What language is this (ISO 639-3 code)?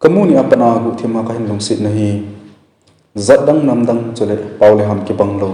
tcz